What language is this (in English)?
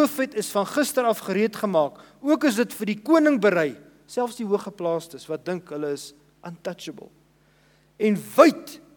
Afrikaans